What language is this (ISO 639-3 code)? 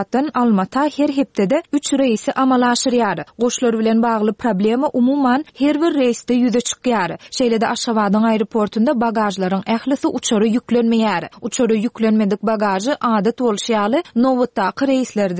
tuk